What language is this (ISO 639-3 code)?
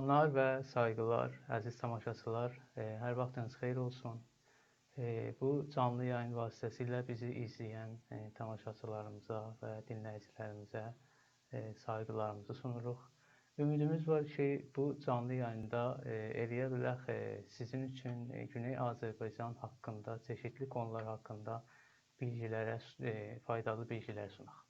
azb